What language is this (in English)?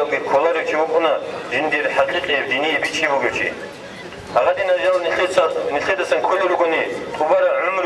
Avaric